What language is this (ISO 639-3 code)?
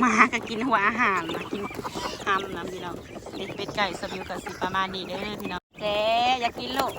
tts